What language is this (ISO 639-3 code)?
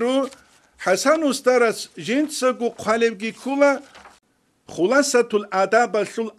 ava